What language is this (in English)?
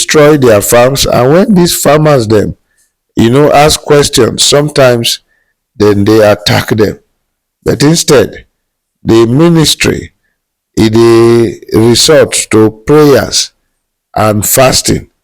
Nigerian Pidgin